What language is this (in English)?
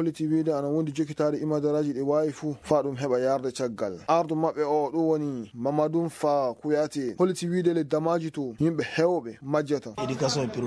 Fula